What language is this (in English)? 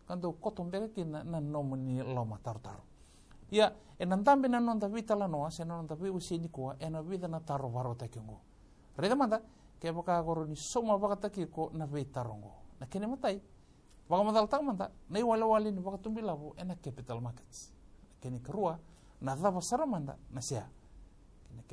Fijian